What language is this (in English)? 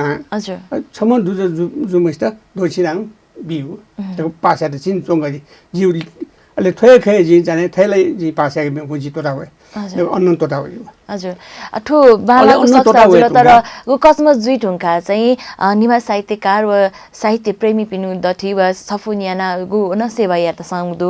Newari